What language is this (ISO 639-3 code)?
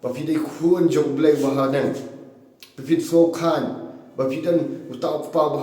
kha